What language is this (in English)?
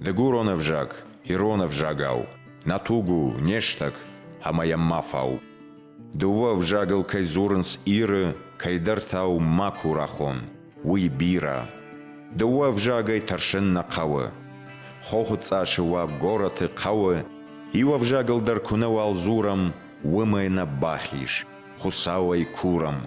Ossetic